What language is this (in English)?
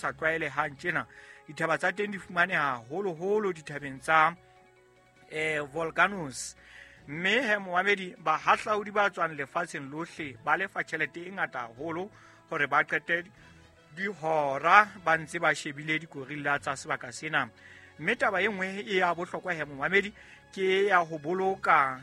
Southern Sotho